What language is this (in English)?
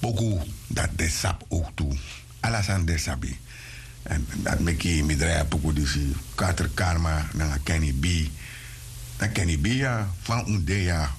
Sranan Tongo